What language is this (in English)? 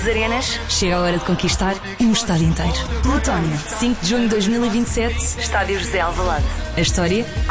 Portuguese